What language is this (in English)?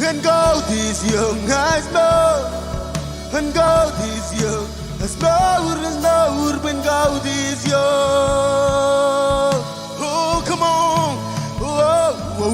Marshallese